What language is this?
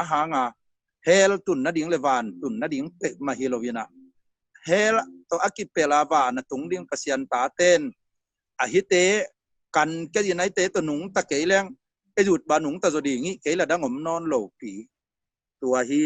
Tedim Chin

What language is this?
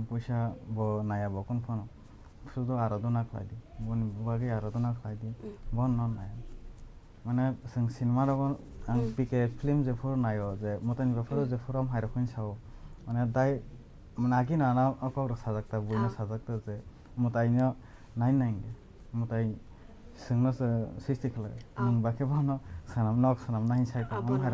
Kok Borok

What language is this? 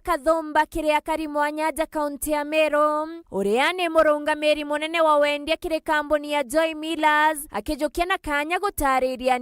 Meru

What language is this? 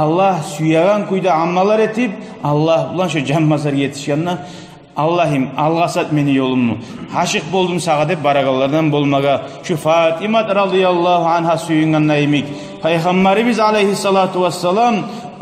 Kumyk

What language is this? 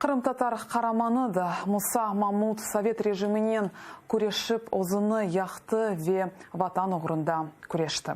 Crimean Tatar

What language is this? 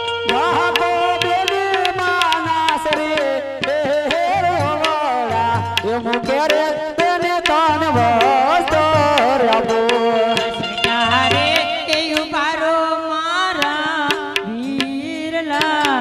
Gujarati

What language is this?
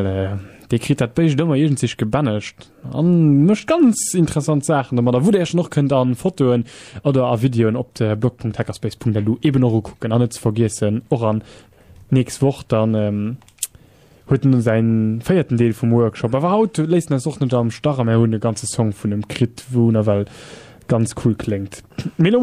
Luxembourgish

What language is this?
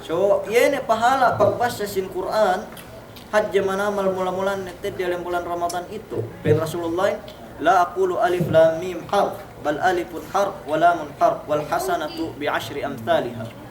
Yakan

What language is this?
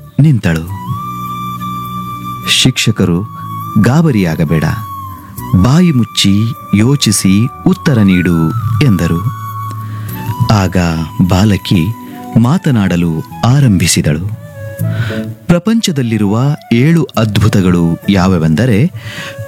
Kannada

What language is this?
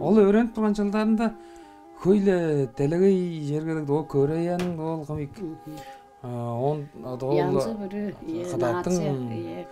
Tuvinian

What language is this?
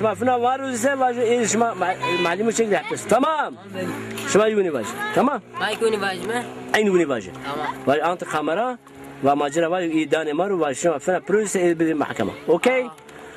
Zaza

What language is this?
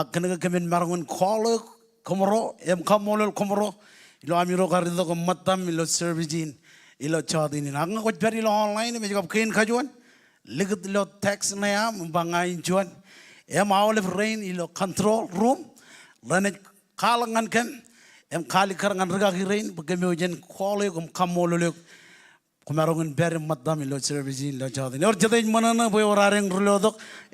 Marshallese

